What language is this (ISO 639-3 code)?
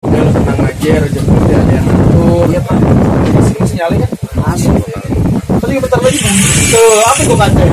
bew